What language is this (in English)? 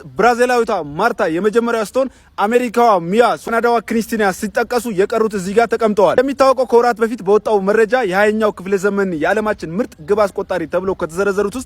Amharic